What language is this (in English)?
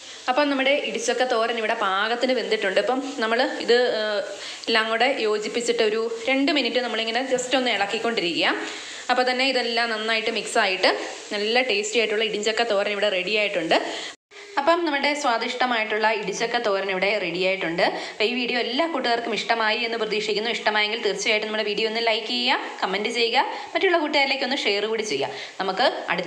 Malayalam